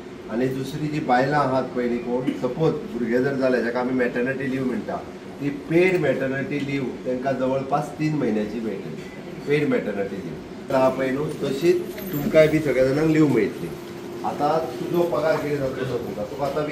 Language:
Konkani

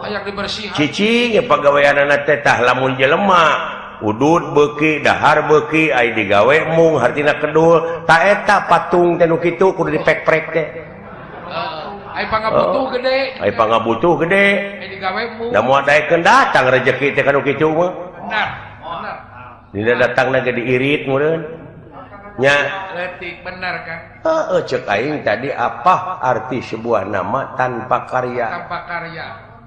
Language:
Sundanese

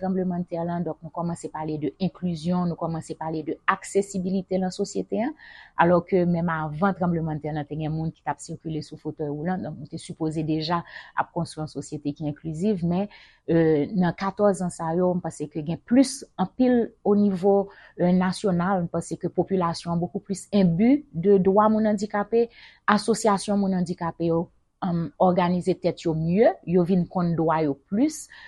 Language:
Haitian Creole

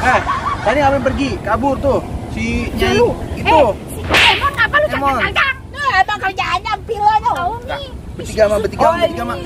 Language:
Betawi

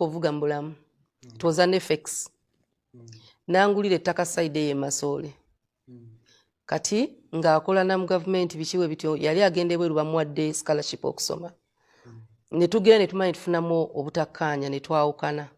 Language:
Ganda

